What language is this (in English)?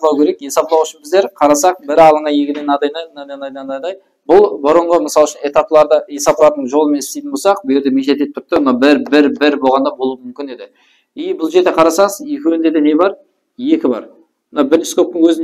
Kara-Kalpak